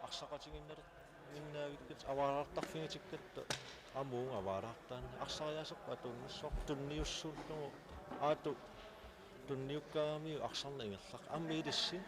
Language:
Kalaallisut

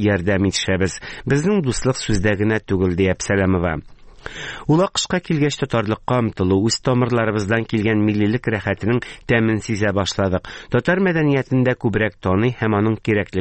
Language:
Tatar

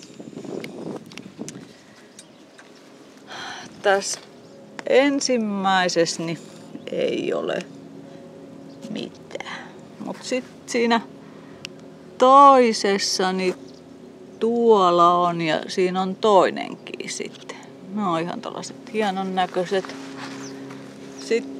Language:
Finnish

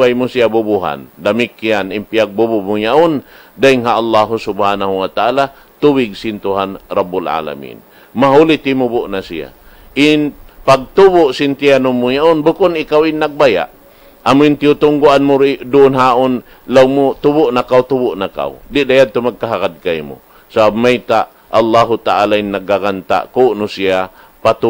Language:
Tausug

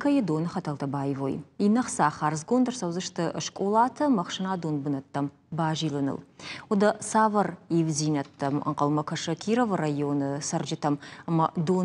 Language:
Ossetic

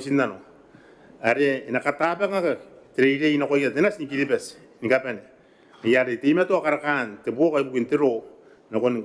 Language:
Gilbertese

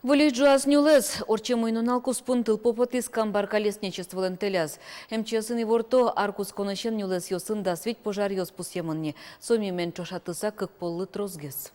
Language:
Udmurt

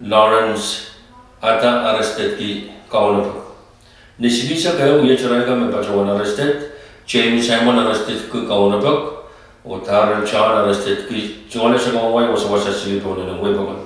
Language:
Pohnpeian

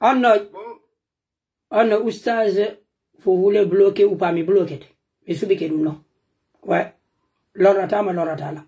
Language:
Pular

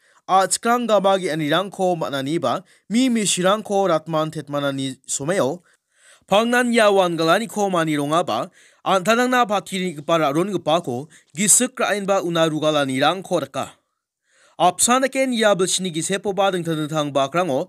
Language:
Garo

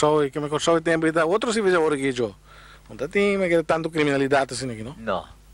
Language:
Papiamento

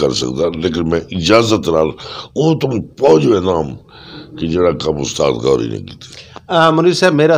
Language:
Saraiki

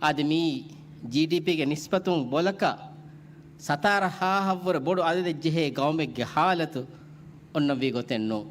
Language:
Divehi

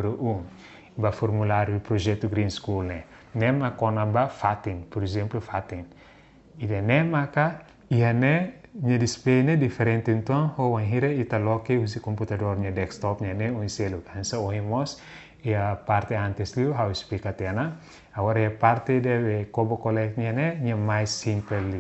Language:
Tetum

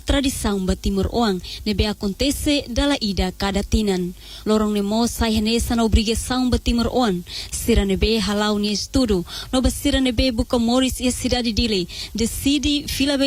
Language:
Tetum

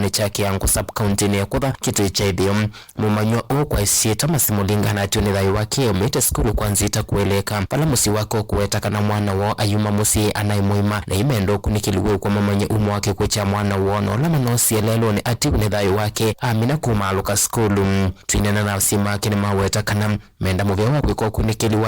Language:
Kamba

